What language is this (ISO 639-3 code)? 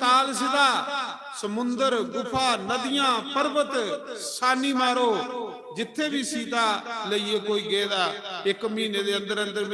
doi